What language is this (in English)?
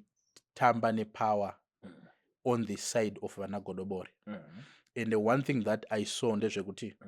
Shona